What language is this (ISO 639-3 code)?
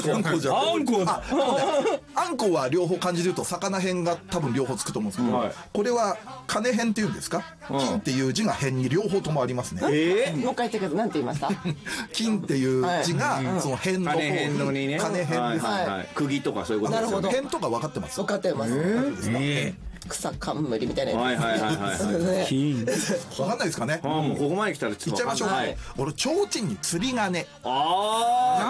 jpn